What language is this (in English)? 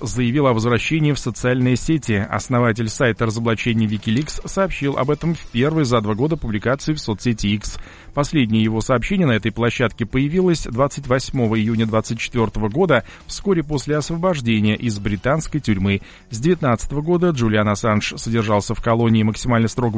Russian